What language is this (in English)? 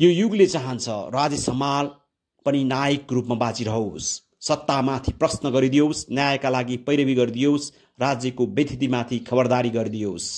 Nepali